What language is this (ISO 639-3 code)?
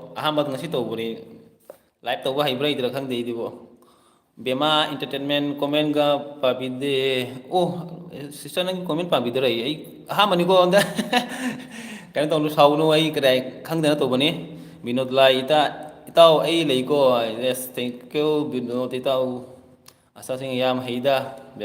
mni